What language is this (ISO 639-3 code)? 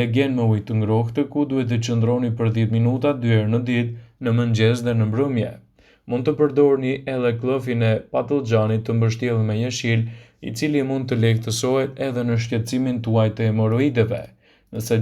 sqi